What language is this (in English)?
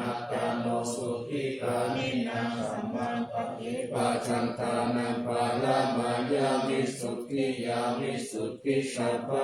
Pali